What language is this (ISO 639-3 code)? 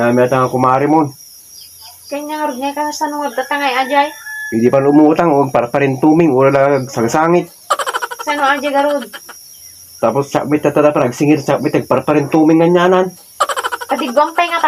ilo